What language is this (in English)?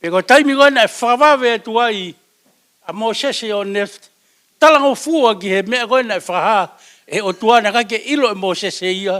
Tongan